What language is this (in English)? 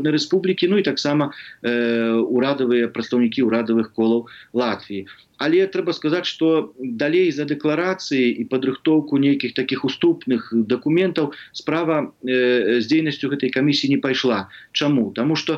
Belarusian